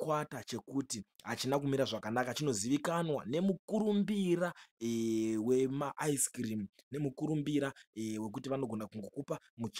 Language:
Shona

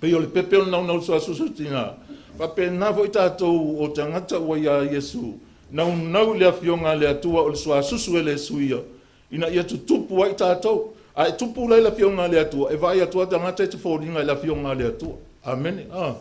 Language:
Samoan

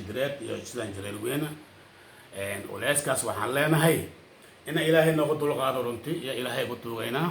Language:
Somali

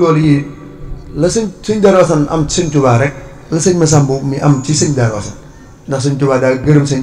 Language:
Wolof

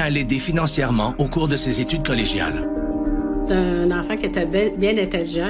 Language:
French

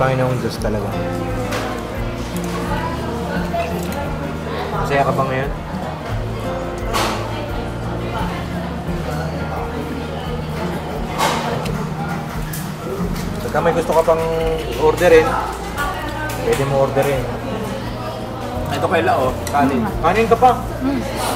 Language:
Filipino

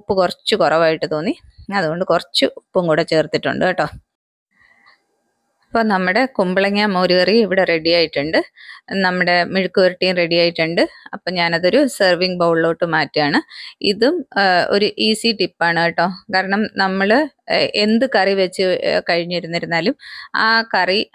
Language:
Malayalam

